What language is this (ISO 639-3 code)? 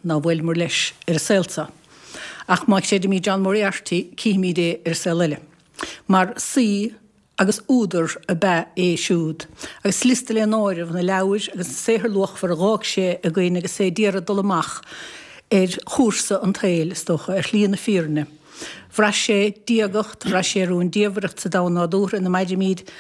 gle